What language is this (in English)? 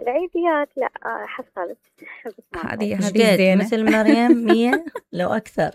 Mesopotamian Arabic